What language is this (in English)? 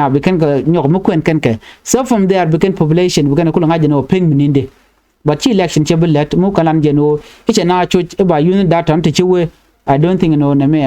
Nuer